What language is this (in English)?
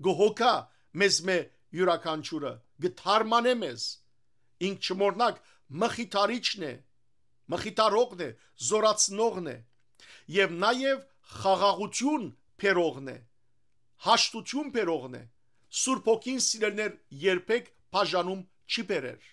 Western Armenian